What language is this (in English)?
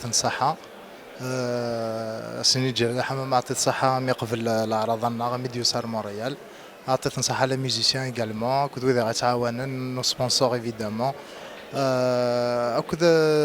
Kabyle